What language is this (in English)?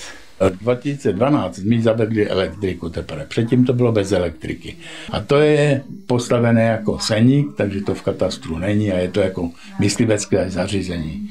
Czech